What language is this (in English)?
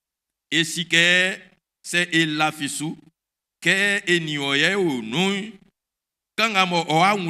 Baoulé